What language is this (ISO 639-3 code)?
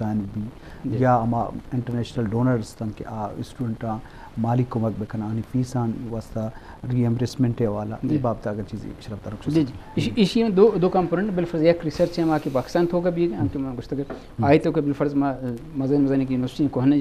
bgp